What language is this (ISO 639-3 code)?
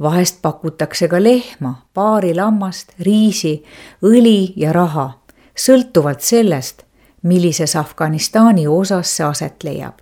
est